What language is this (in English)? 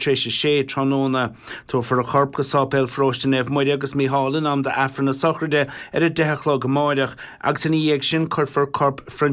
Irish